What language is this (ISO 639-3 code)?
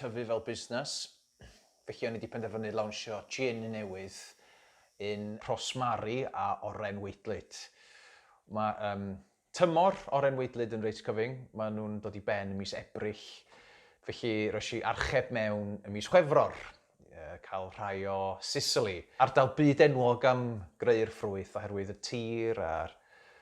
cym